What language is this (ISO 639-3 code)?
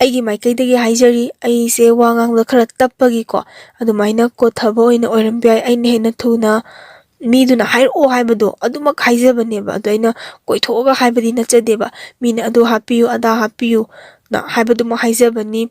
mni